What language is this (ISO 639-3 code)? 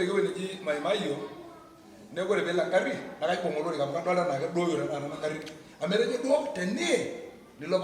mas